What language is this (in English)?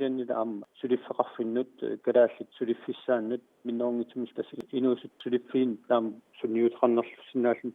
Kalaallisut